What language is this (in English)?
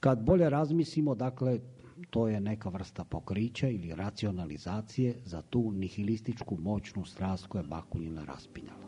Serbian